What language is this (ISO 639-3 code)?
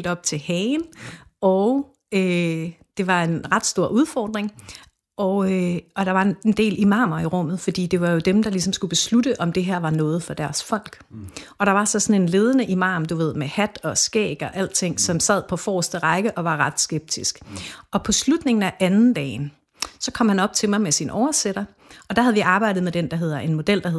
dan